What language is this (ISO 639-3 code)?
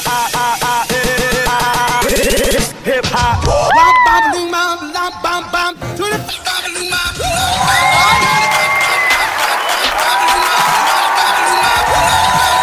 vie